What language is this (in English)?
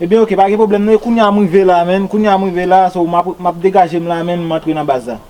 Haitian Creole